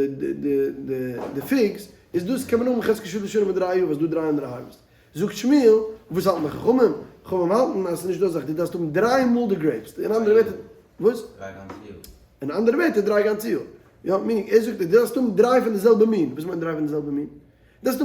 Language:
Yiddish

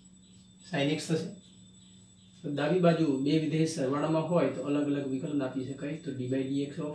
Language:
Gujarati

